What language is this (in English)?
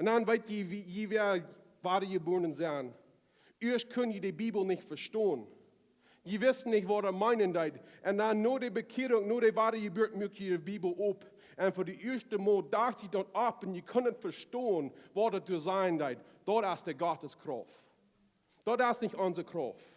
Plautdietsch